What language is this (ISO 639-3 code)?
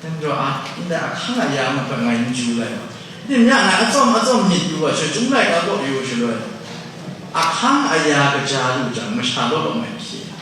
kac